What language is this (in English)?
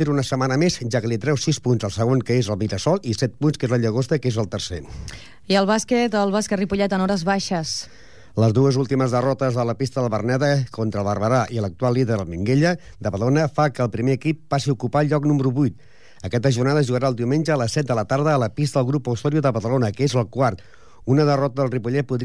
Catalan